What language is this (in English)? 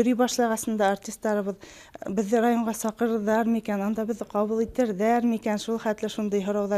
Bashkir